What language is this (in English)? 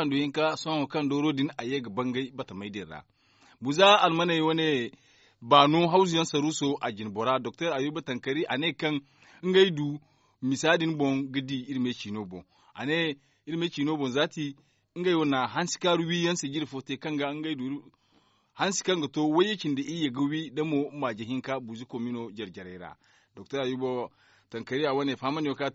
Zarma